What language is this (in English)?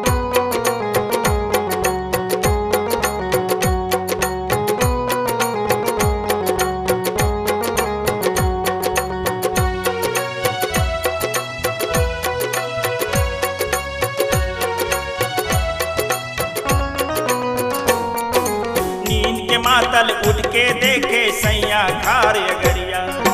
Bhojpuri